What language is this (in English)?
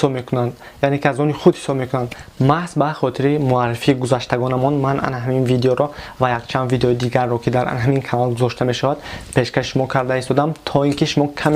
Tajik